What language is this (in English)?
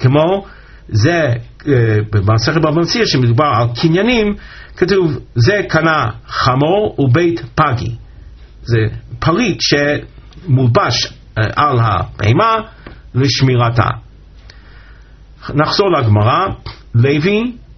Hebrew